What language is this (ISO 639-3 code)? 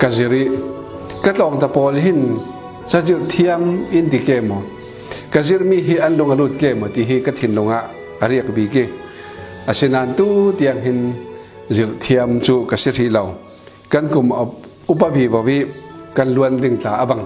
cfm